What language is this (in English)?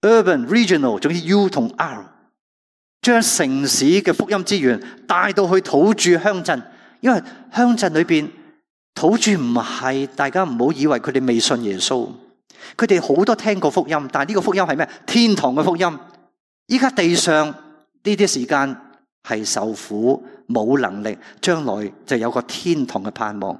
Cantonese